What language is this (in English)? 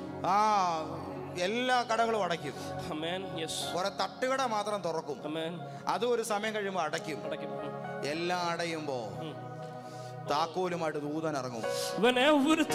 Malayalam